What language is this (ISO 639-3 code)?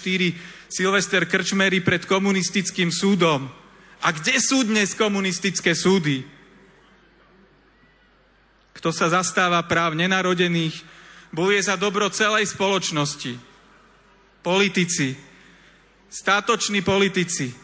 slk